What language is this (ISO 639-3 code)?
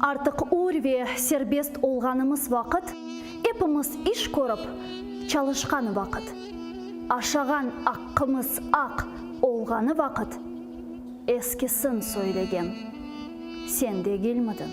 crh